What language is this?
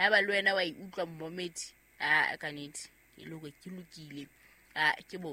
Southern Sotho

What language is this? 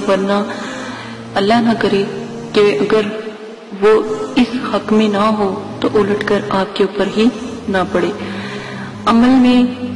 Urdu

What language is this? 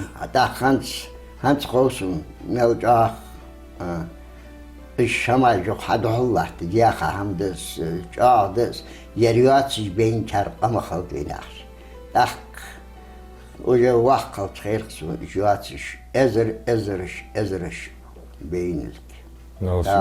Ingush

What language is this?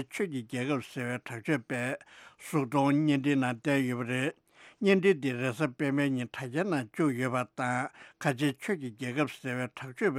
Tibetan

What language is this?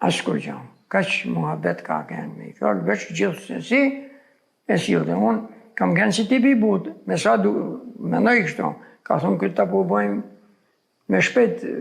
Albanian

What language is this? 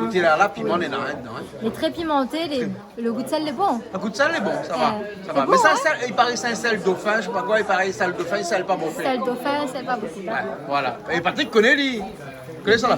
Réunion Creole French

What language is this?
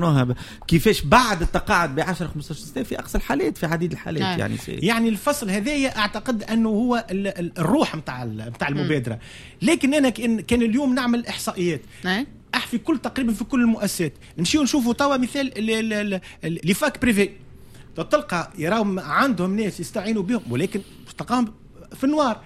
Tunisian Arabic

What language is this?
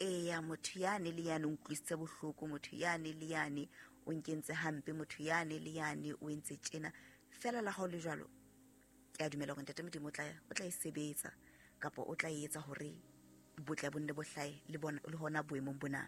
Southern Sotho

